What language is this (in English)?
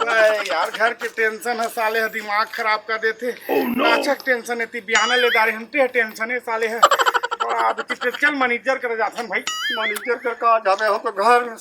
Chhattisgarhi